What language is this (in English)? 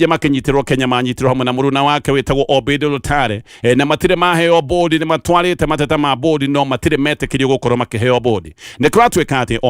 Kikuyu